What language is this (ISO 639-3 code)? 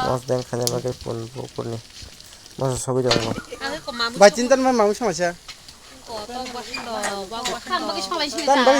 trp